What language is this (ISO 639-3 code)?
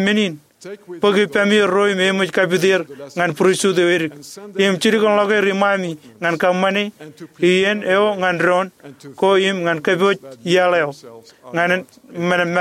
mah